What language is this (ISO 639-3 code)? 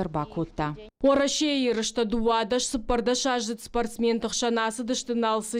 oss